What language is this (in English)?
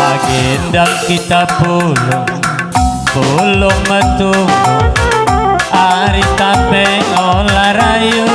Batak Karo